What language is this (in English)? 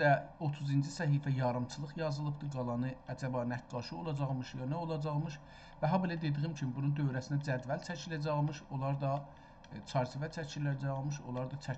South Azerbaijani